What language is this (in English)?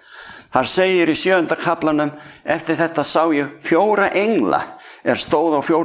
Icelandic